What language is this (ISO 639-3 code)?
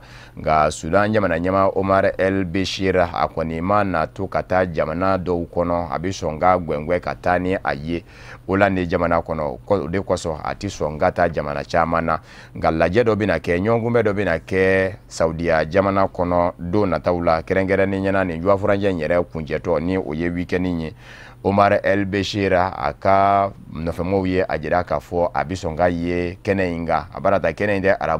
bam